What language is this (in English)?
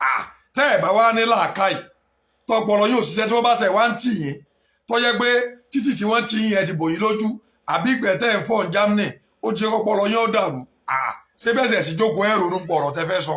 Yoruba